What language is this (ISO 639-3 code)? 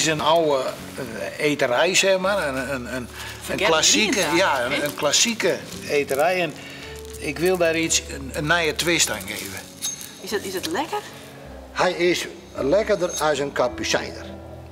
fry